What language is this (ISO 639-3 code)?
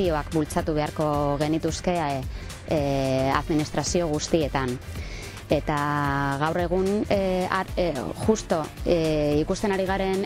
eus